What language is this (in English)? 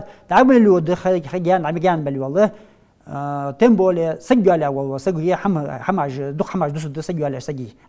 Ingush